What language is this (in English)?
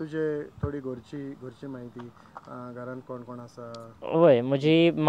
Konkani